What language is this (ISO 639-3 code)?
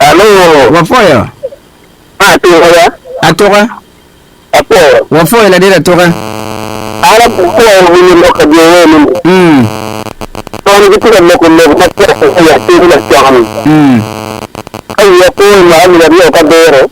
ach